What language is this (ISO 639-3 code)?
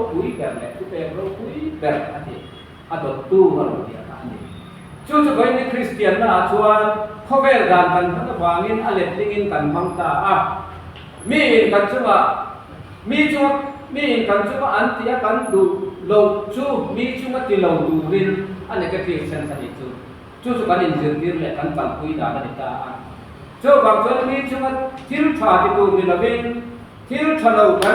lus